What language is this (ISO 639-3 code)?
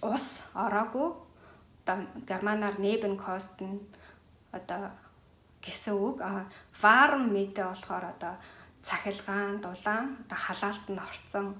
mon